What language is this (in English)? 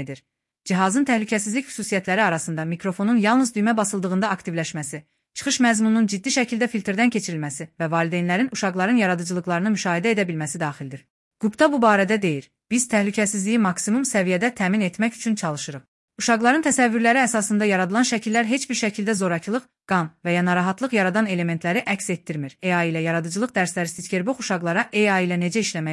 Azerbaijani